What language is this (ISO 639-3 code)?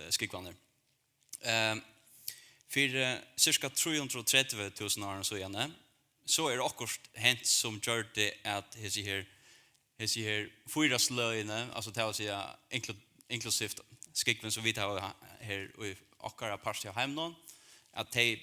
fao